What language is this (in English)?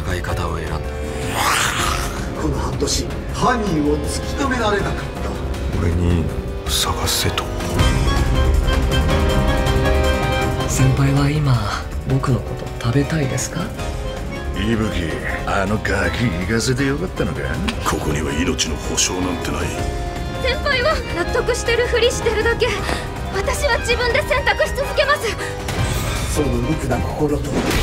Japanese